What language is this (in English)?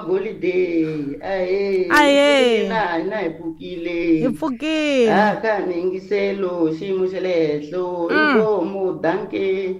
Tsonga